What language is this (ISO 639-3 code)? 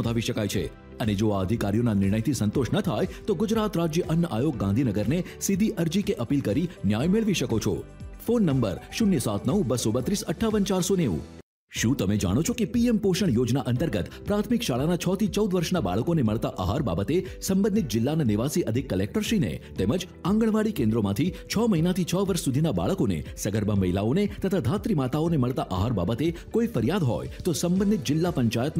guj